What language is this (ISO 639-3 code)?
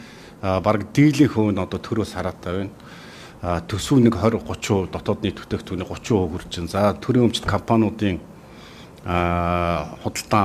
mon